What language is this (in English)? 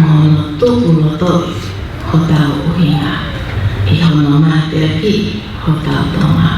Tongan